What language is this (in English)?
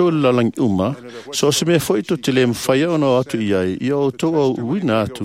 Samoan